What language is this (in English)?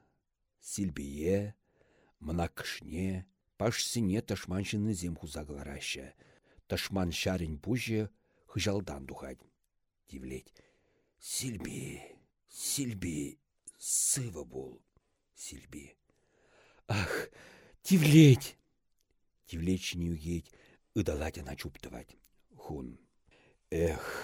Chuvash